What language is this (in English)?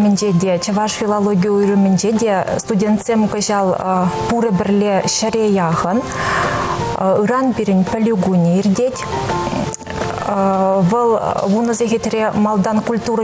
Chuvash